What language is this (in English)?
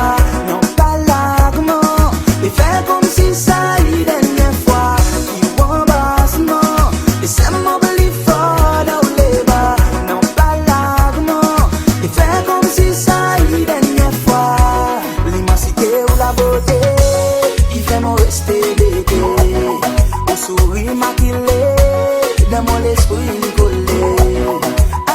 Seselwa Creole French